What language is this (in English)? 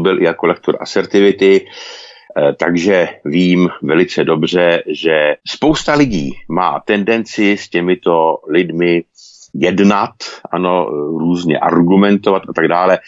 Czech